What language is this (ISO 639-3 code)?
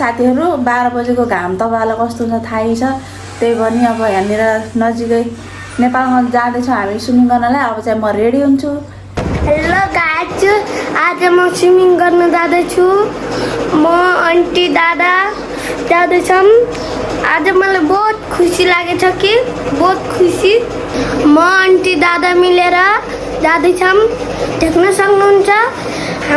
nep